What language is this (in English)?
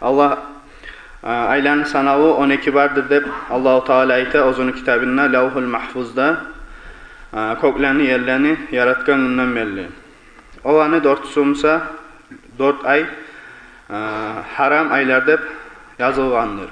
Kumyk